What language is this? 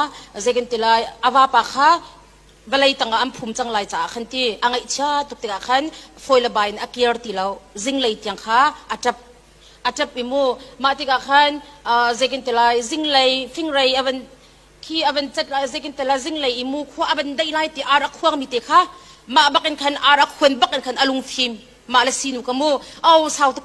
Hakha Chin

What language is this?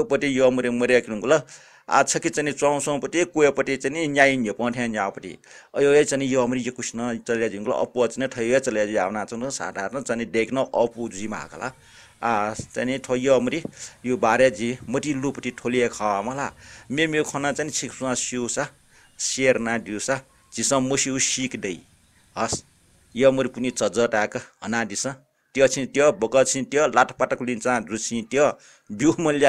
Newari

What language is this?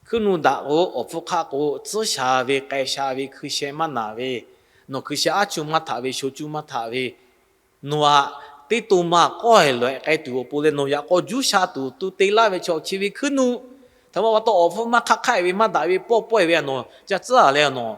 Lahu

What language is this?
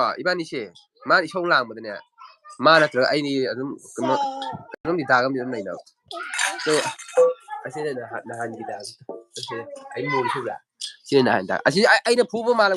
Manipuri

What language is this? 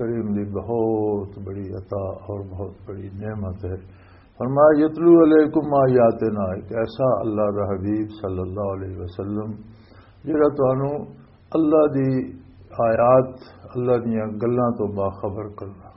Western Panjabi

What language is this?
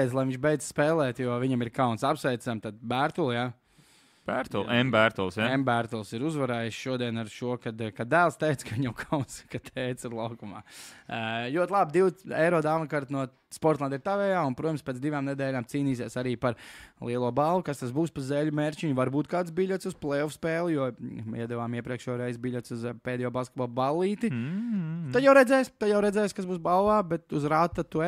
Latvian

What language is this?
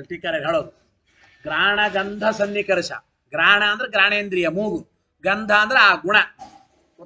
Kannada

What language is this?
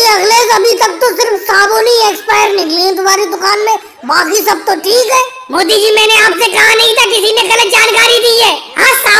Hindi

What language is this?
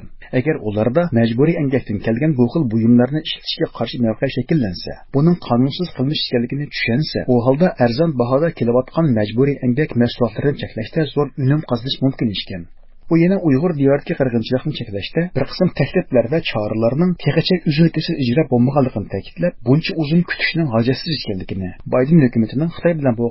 Uyghur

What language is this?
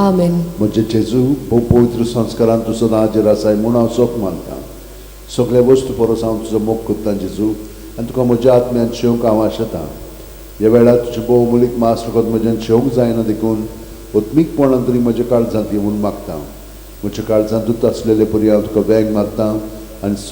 Konkani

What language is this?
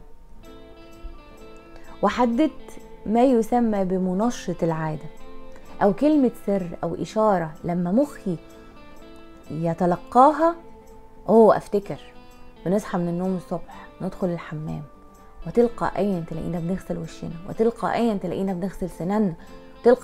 Egyptian Arabic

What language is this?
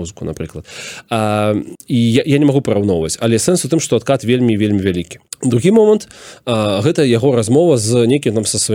Belarusian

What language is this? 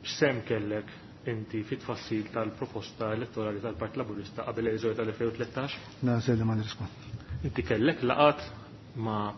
Maltese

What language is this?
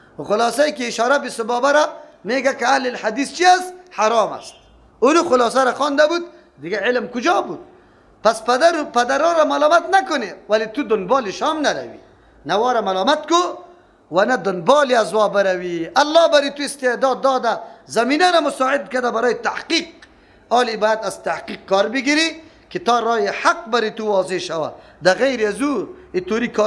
Persian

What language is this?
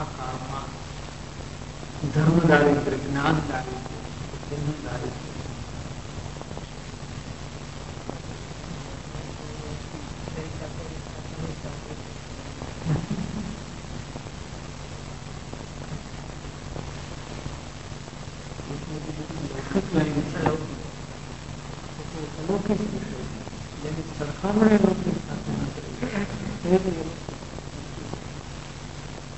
Gujarati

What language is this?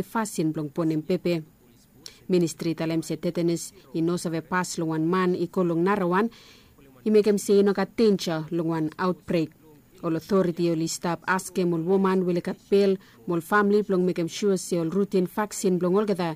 Bislama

